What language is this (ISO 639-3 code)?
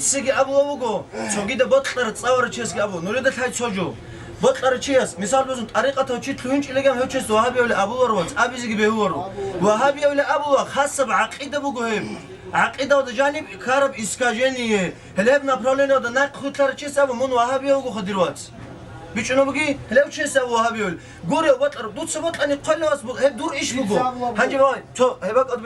ava